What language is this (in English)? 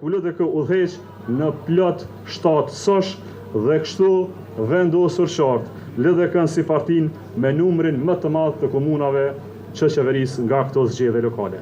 Albanian